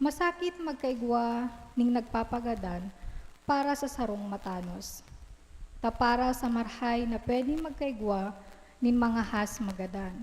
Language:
Bikol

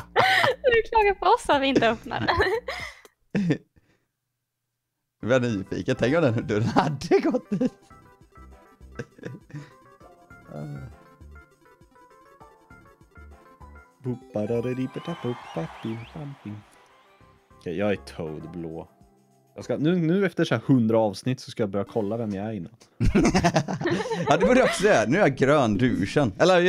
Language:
Swedish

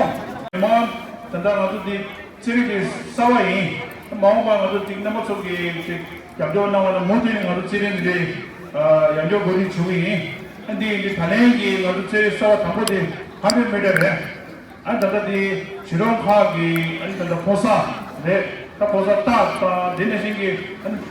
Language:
Tibetan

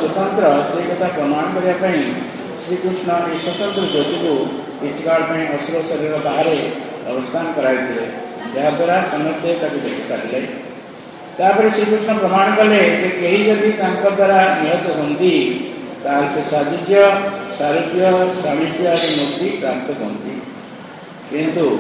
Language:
Odia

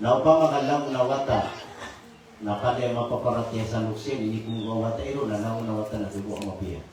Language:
Maranao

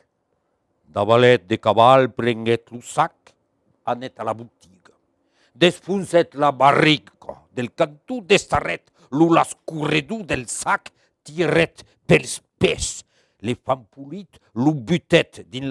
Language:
Occitan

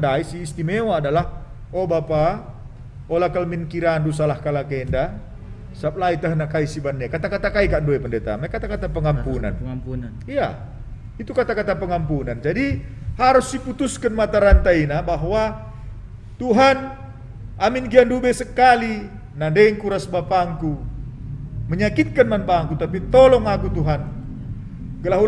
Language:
Batak Karo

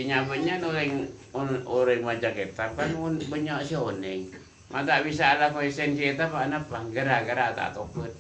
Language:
Madurese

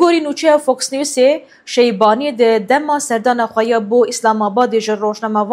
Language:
Kurdish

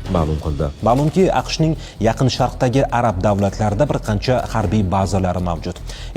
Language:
Uzbek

